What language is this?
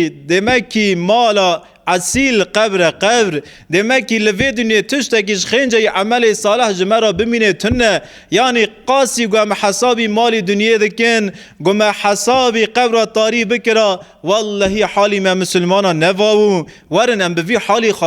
Kurdish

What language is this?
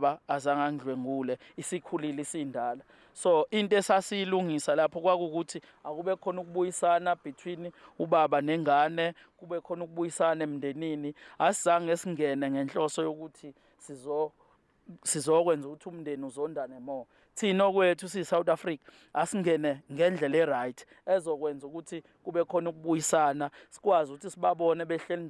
Zulu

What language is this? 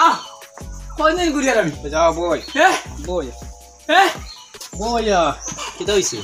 Sylheti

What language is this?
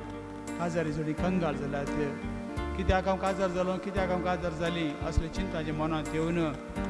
Konkani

